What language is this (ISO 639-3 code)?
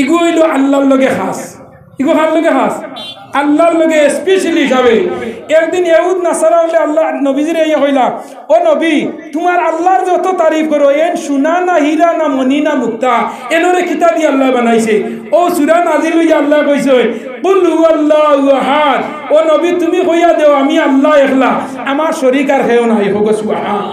syl